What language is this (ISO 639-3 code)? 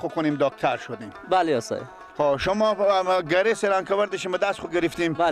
fas